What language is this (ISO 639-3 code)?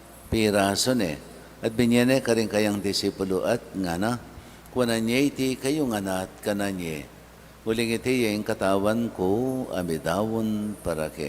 pam